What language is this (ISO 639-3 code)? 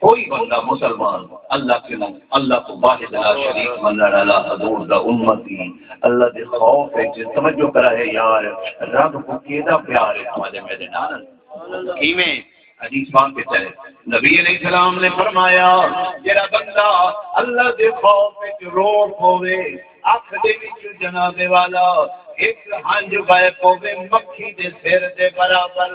skr